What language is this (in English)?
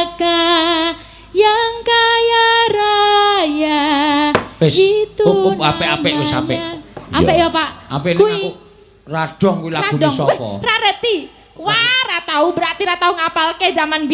Javanese